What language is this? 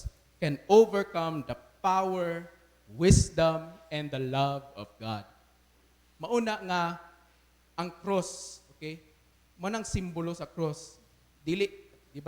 Cebuano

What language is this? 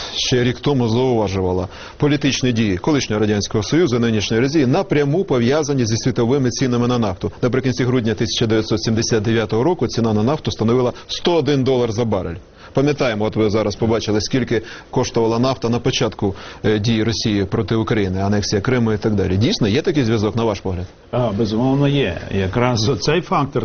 Ukrainian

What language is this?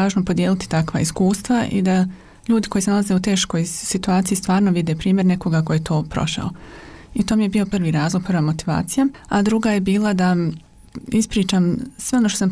Croatian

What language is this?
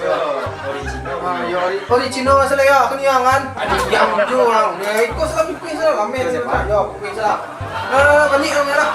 Minangkabau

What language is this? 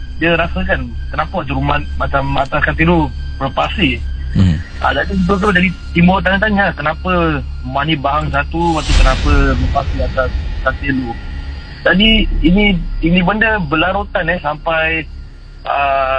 Malay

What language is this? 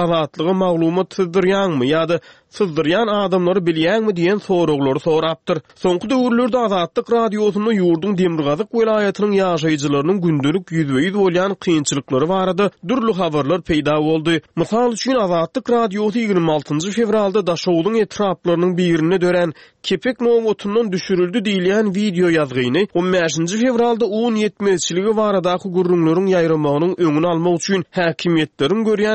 Turkmen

